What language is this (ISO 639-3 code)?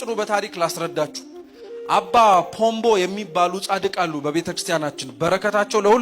amh